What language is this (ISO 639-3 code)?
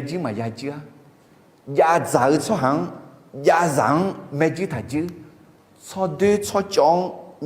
ahk